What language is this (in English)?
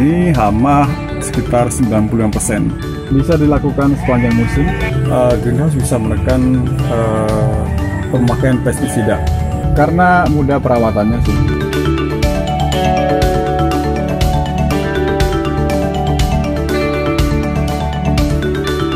Indonesian